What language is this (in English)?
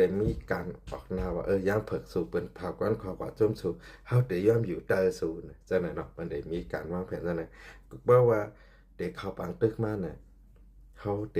Shan